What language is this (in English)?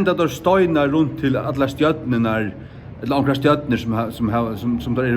Faroese